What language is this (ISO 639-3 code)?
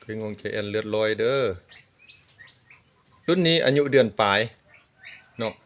lao